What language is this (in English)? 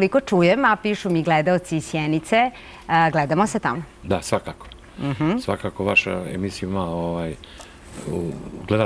Serbian